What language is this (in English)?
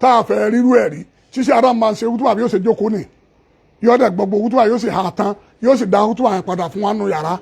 Yoruba